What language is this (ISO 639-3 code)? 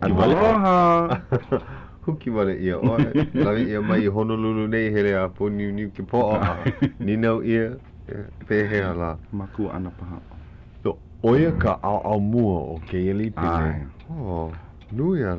haw